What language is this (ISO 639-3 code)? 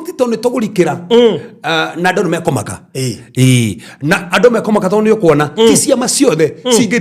kik